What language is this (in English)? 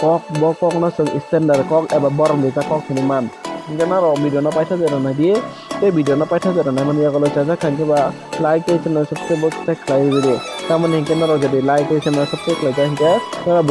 Kok Borok